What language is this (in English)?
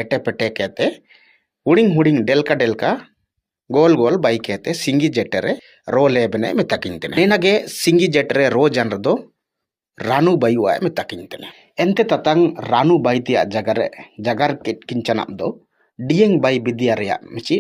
Ho